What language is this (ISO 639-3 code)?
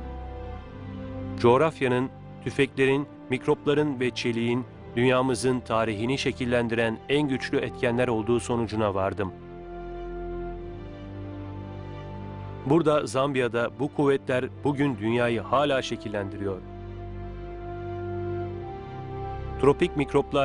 tur